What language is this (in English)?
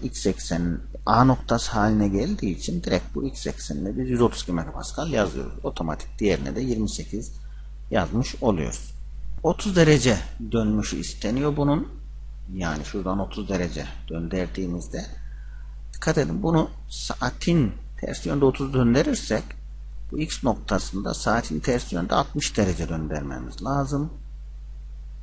Turkish